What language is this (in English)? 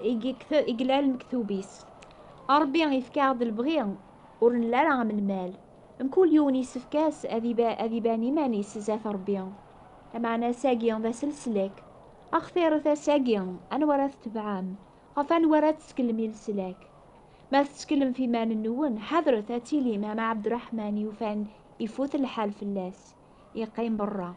Kabyle